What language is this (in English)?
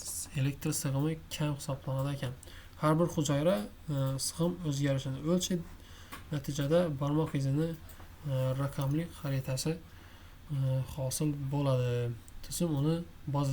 Uzbek